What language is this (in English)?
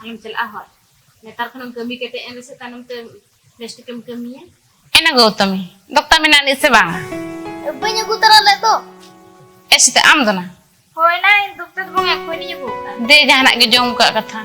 Santali